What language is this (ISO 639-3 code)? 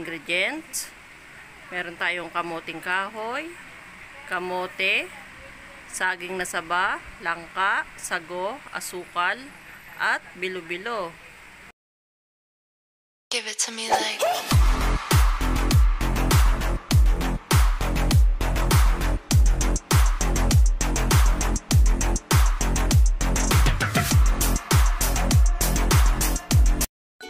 fil